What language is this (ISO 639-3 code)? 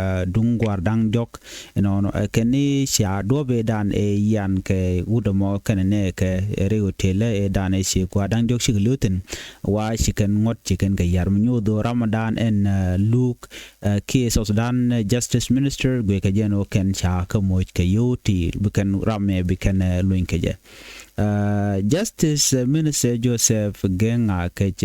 nus